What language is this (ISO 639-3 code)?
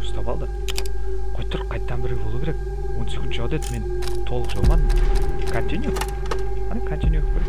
kaa